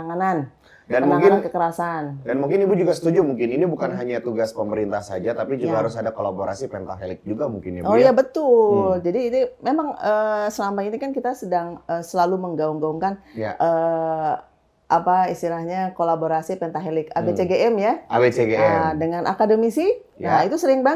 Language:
Indonesian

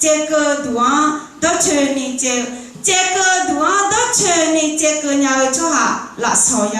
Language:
Akha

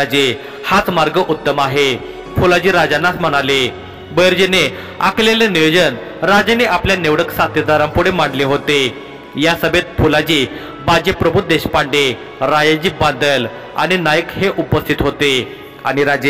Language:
Marathi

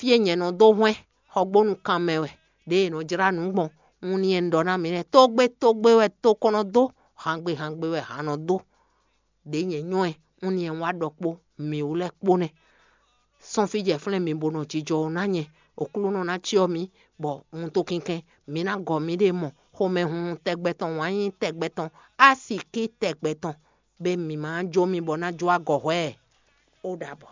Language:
Fon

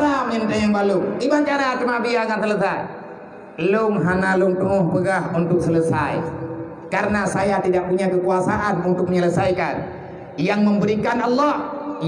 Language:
Achinese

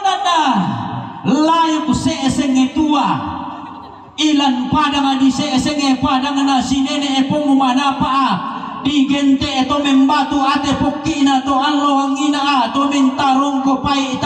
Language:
Toraja-Sa'dan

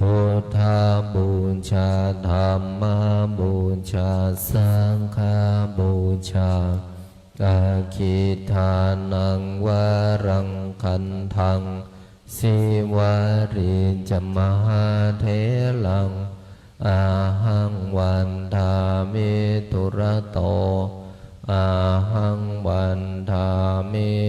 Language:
Pali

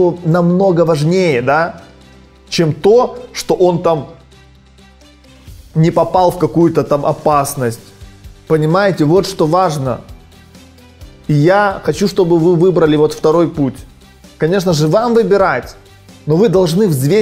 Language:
Russian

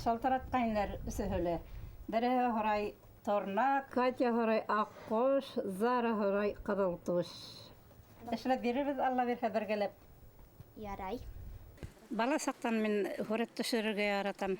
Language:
Bashkir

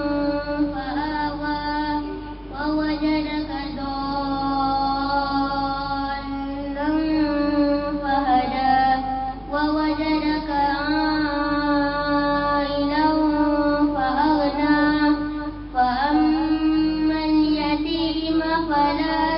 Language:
Arabic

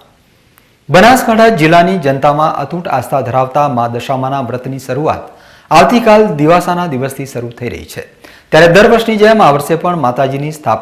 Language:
Gujarati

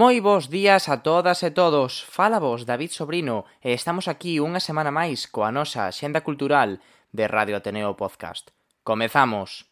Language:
Galician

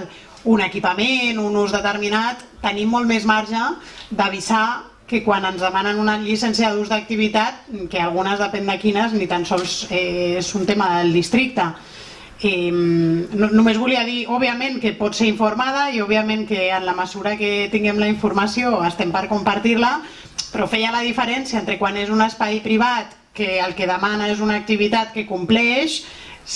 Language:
Catalan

